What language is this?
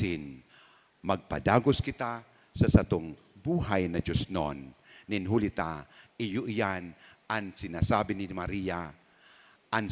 Bikol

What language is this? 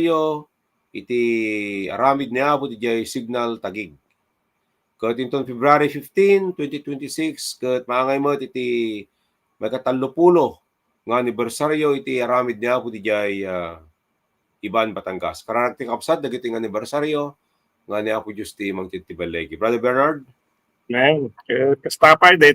Iloko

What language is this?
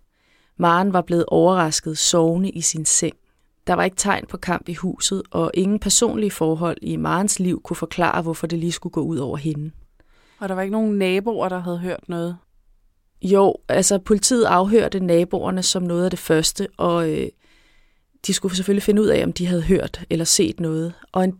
Danish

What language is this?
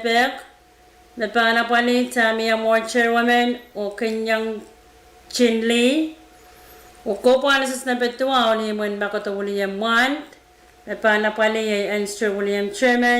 Pohnpeian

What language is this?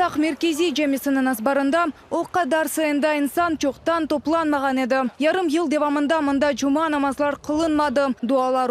Crimean Tatar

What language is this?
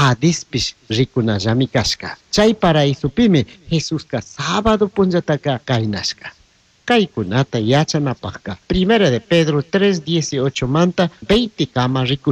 Chimborazo Highland Quichua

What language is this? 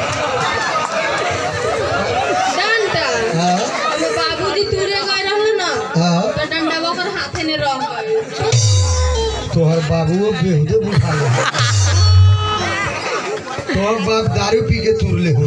Bhojpuri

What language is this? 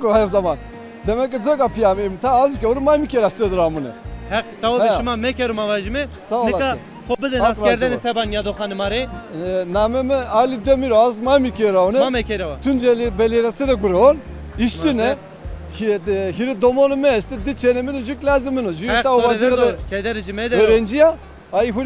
Zaza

